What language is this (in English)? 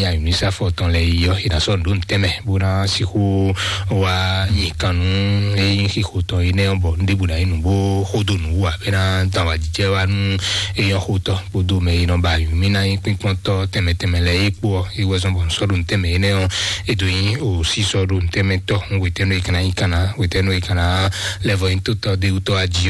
Fon